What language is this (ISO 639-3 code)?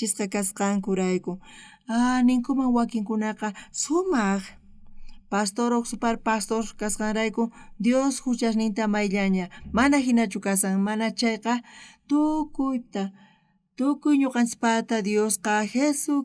quh